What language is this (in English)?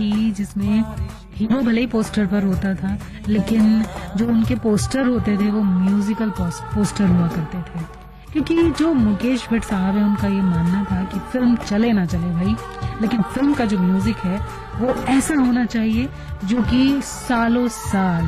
Hindi